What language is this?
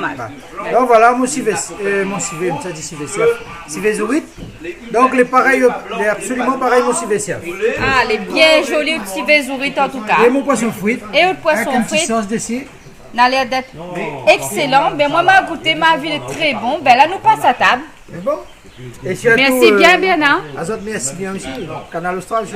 Réunion Creole French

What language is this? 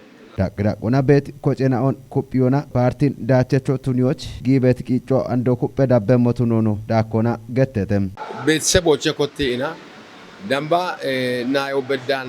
Kafa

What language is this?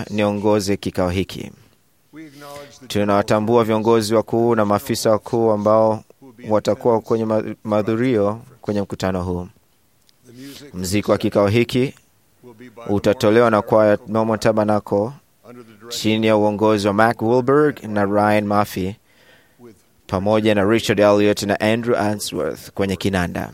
Swahili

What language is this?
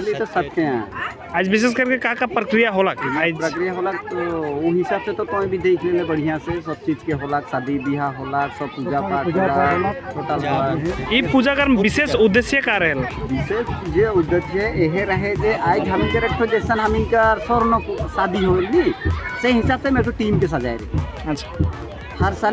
Sadri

